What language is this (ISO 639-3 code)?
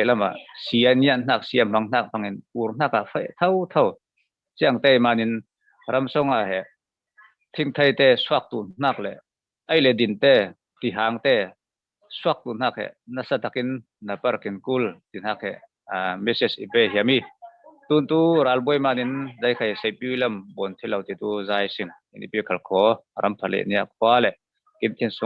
cfm